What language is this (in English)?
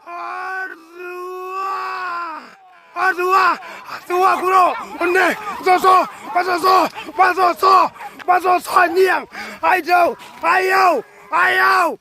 Minangkabau